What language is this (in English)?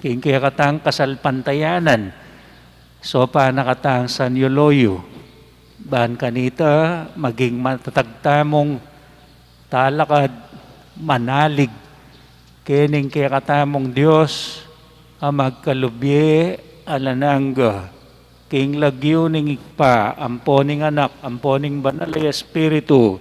Pampanga